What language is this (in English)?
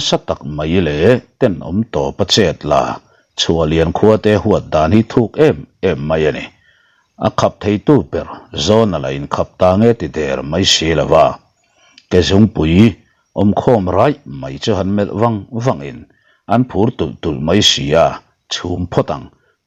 Mizo